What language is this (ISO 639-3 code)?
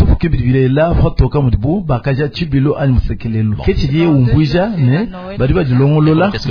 lua